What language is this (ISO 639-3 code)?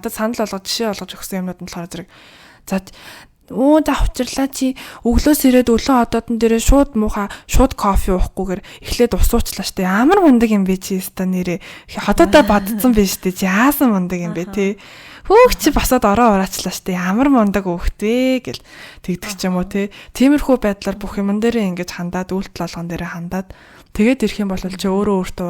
mon